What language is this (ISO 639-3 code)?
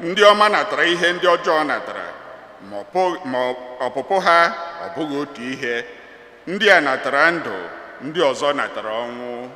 ibo